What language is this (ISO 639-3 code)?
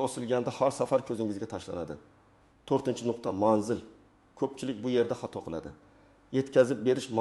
uzb